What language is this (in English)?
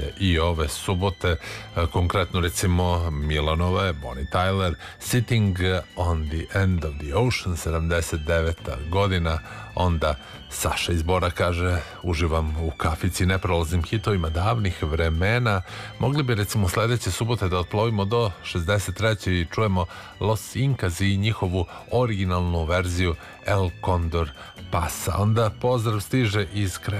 Serbian